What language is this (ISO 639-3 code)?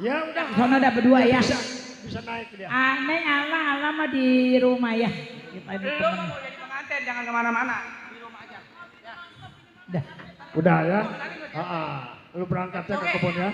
bew